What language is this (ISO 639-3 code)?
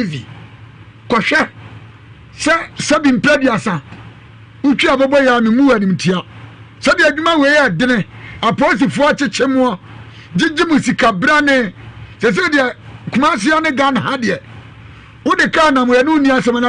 aka